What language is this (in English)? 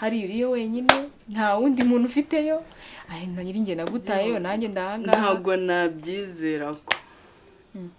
Kinyarwanda